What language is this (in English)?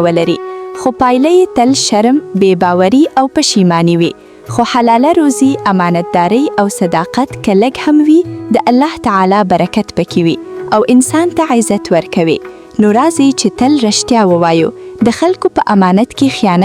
Pashto